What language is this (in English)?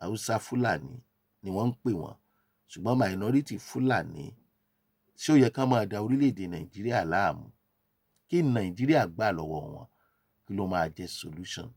Yoruba